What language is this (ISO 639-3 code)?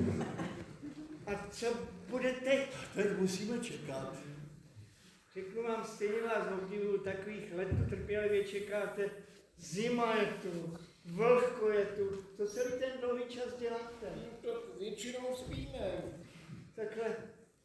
ces